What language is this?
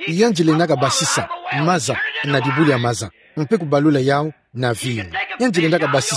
Kituba (Democratic Republic of Congo)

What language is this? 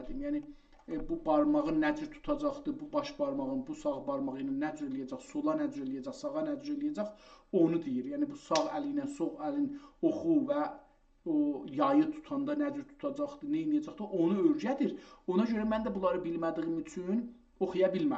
South Azerbaijani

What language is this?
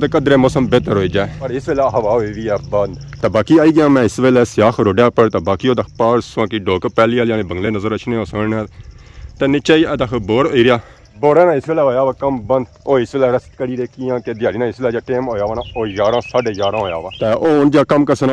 Pahari-Potwari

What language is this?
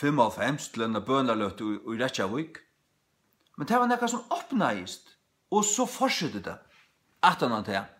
Faroese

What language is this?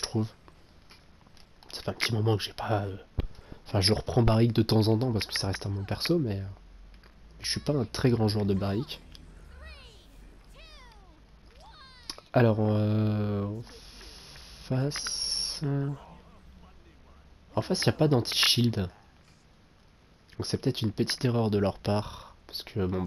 French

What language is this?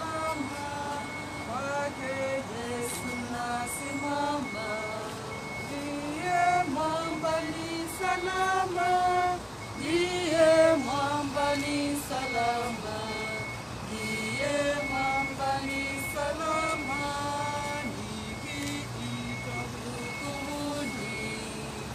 Swahili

